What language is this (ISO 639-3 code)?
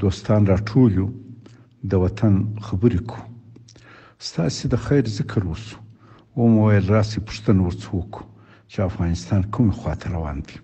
pus